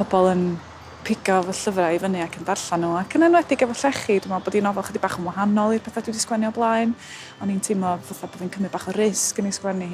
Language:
Welsh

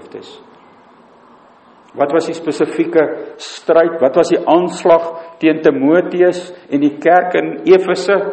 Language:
Afrikaans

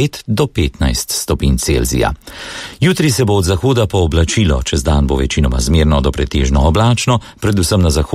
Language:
Slovenian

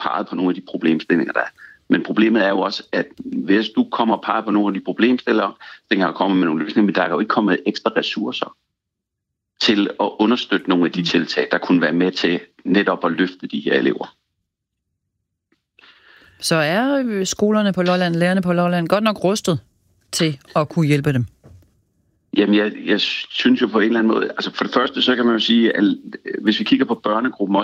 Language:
Danish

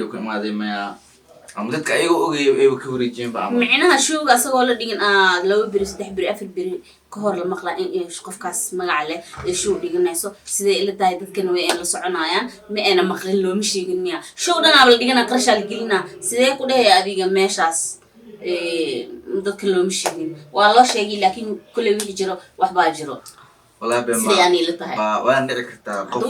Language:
Somali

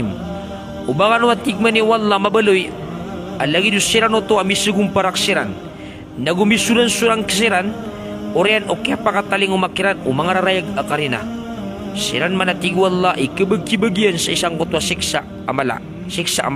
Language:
Maranao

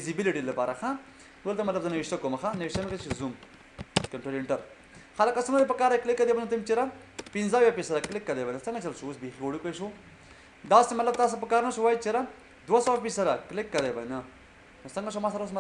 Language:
Pashto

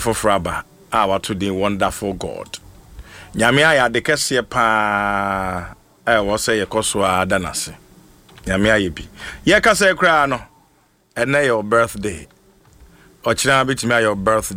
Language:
Akan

